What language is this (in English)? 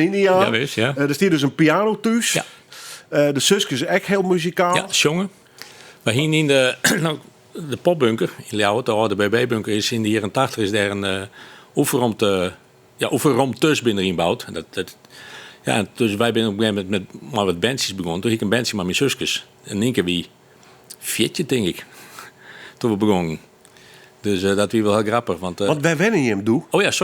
Western Frisian